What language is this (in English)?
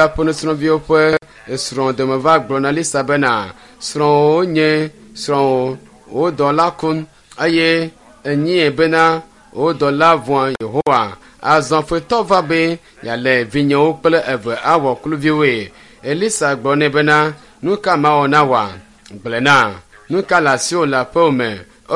Ewe